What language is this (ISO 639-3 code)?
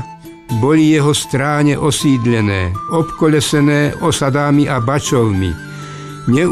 slk